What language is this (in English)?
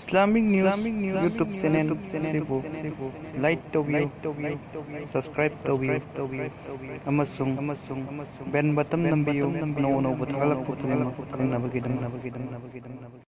Manipuri